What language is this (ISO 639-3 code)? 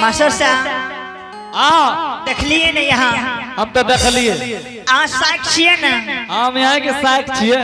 anp